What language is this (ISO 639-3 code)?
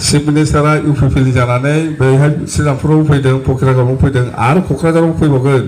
brx